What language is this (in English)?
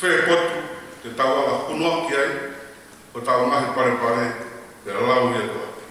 Tongan